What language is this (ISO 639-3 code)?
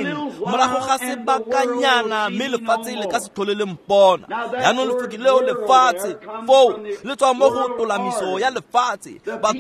tsn